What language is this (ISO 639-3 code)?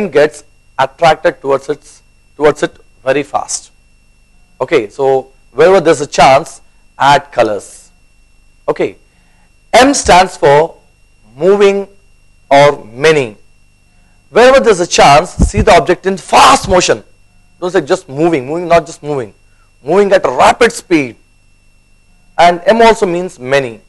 eng